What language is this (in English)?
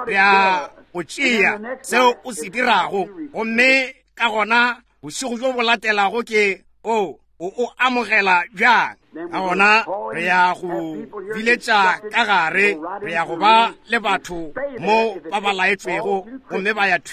Northern Sotho